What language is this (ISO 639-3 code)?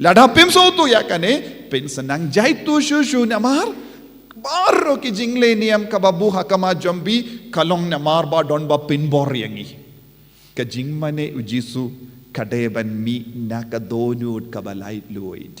kha